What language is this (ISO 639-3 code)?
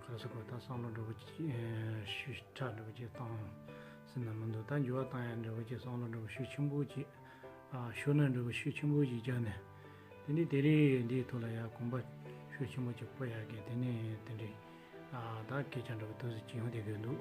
bod